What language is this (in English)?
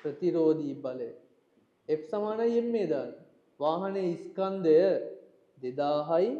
Sinhala